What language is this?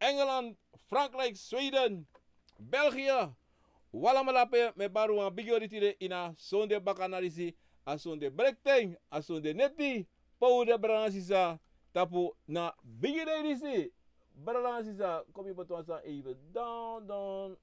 Sranan Tongo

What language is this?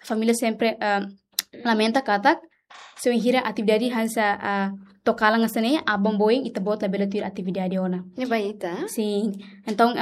Tetum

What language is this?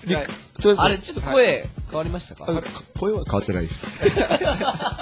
Japanese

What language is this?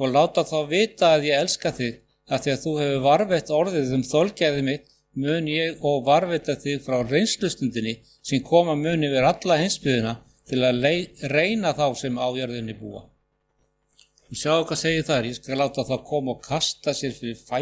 Icelandic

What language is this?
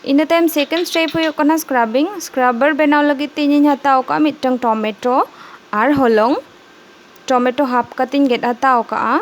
Santali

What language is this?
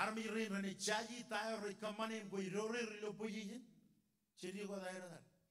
Marshallese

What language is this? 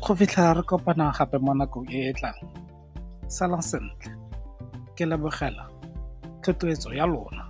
Tswana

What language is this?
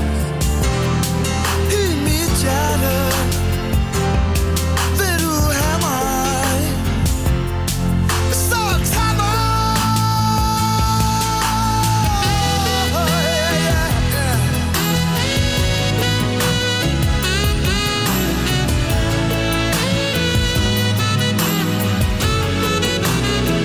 Danish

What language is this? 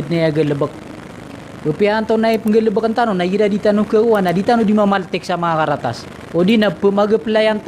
Maranao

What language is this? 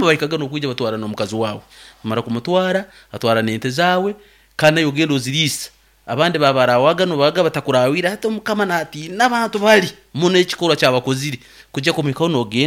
Nyankole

